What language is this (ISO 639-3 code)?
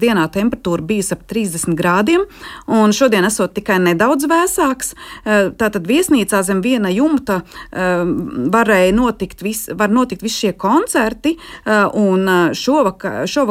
lav